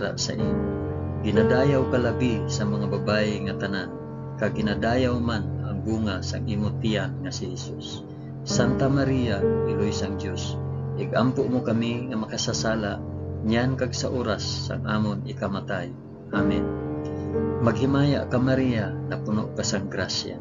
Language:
Hiligaynon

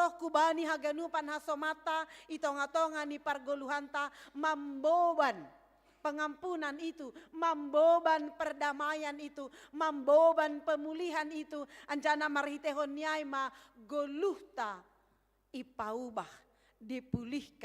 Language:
Batak Simalungun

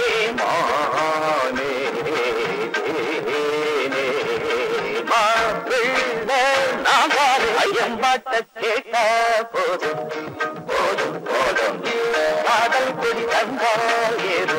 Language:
Tamil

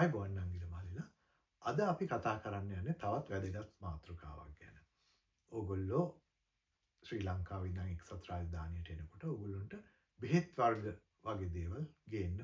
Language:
Sinhala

